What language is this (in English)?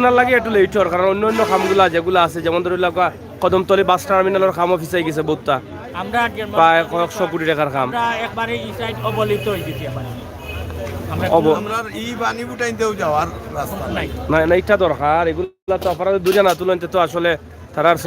Sylheti